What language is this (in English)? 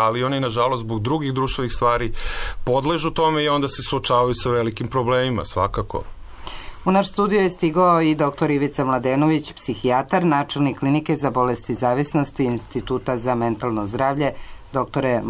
Serbian